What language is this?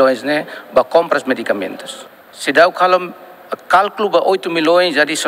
Tetum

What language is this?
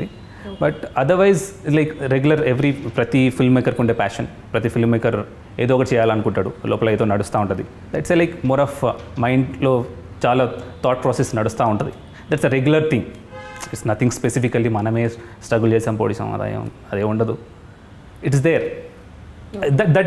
Telugu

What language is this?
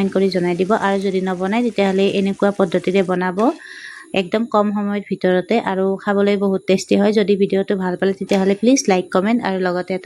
Assamese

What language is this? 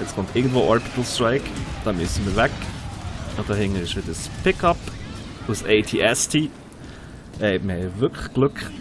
Swiss German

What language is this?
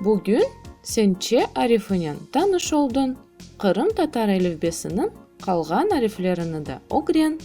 Crimean Tatar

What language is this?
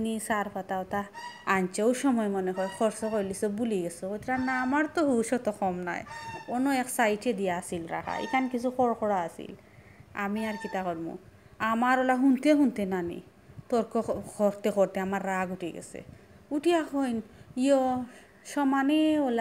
Sylheti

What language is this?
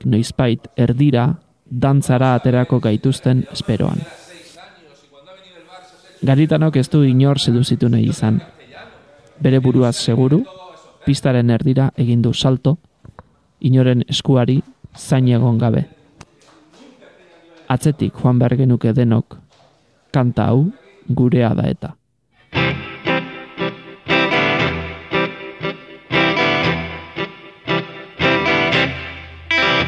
Basque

